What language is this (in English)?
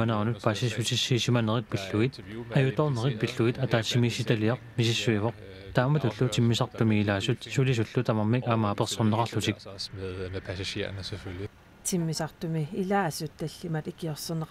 Kalaallisut